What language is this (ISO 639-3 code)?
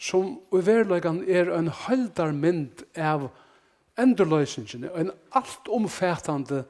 fao